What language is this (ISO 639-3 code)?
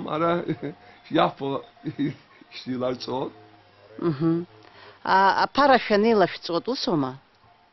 abk